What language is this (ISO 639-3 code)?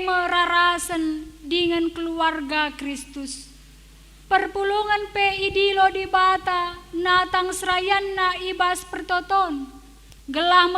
btx